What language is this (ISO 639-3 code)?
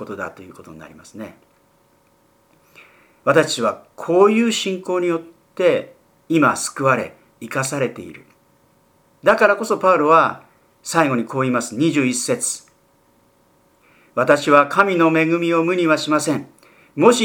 jpn